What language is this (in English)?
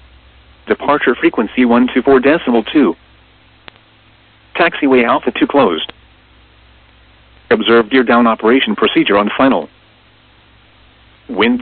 English